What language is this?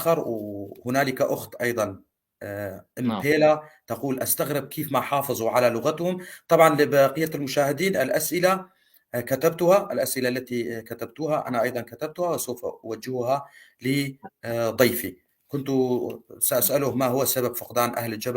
North Levantine Arabic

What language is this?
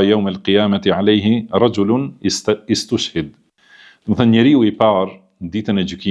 Albanian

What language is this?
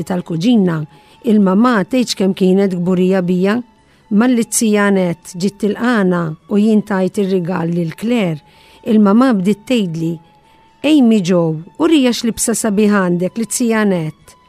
Maltese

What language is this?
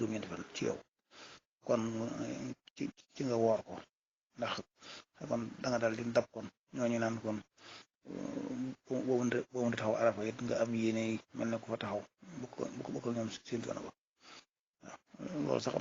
Wolof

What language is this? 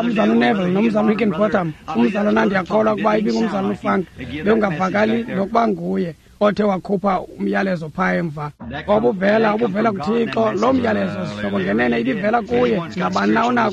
Xhosa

